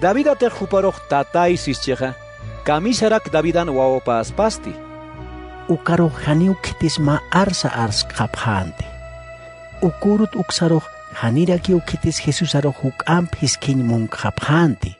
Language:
Aymara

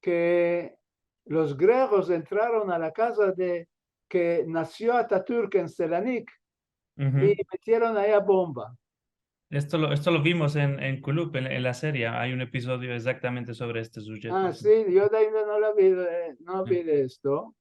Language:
Ladino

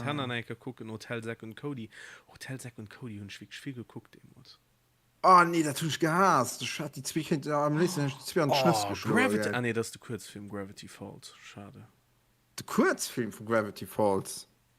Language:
Luxembourgish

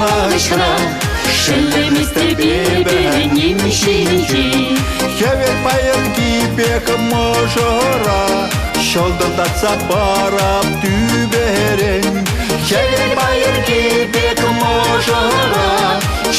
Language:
Chuvash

